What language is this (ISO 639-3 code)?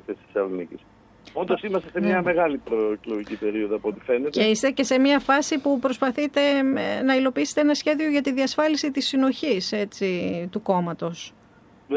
ell